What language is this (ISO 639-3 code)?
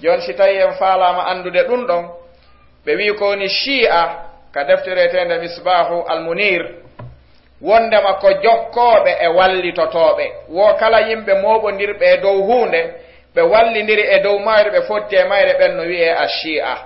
ful